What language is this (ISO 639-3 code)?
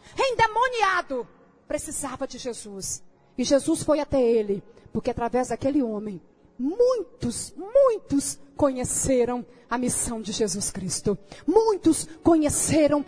por